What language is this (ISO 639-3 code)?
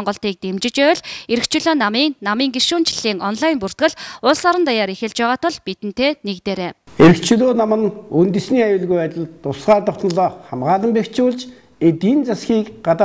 mon